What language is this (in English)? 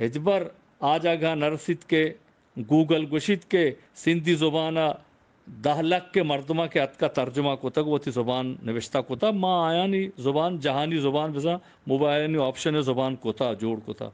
Eastern Balochi